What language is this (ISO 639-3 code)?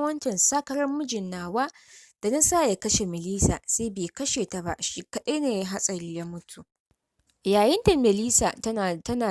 hau